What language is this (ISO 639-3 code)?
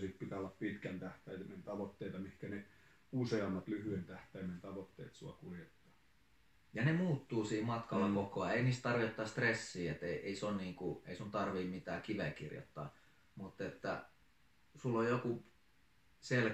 fin